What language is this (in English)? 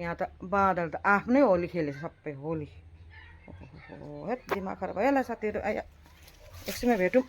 Nepali